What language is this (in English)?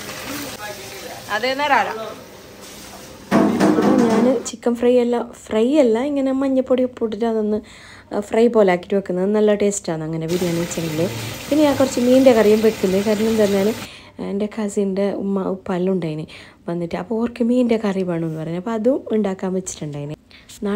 Malayalam